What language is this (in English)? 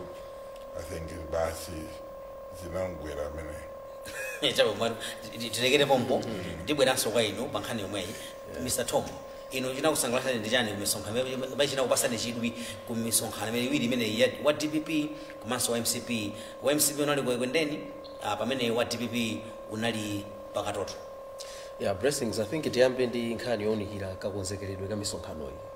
Nyanja